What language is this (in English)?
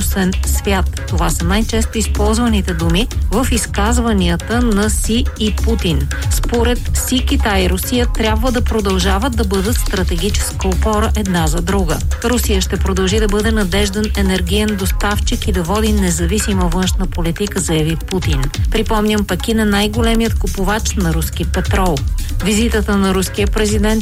Bulgarian